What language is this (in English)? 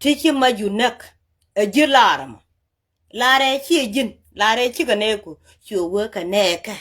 Nuer